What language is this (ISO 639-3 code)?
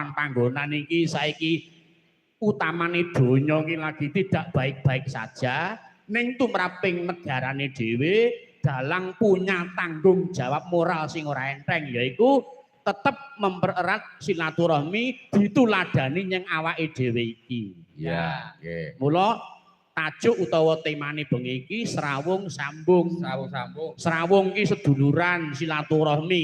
jav